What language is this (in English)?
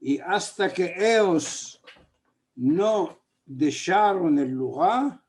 Ladino